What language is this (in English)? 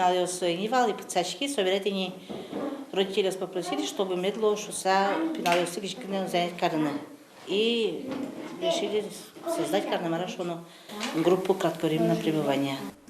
Udmurt